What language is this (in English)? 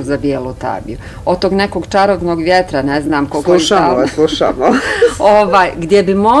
Bosnian